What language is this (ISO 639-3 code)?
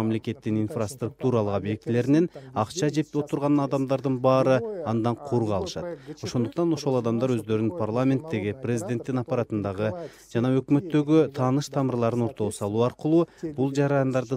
kir